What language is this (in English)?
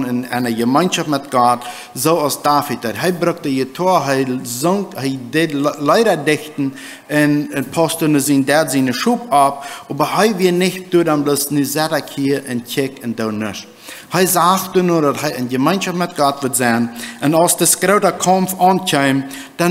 Plautdietsch